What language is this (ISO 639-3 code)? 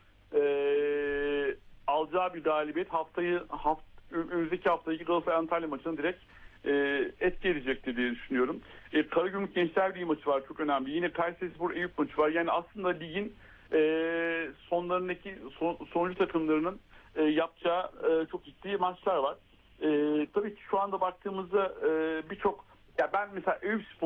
tur